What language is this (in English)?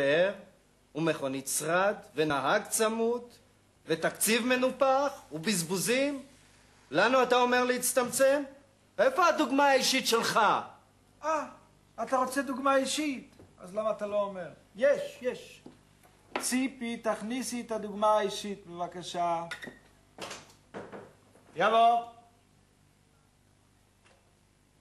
Hebrew